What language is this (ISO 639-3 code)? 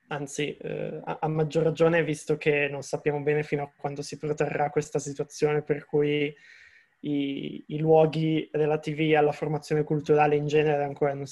ita